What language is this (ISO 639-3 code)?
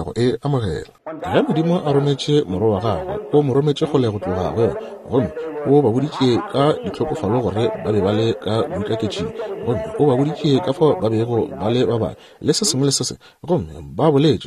nso